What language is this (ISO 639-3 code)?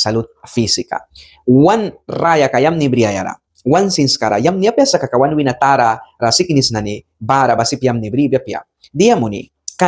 miq